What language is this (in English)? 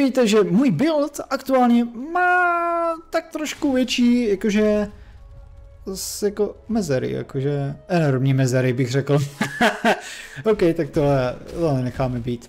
Czech